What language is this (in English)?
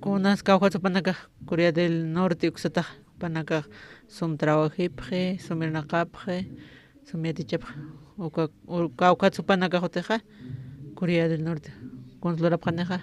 Aymara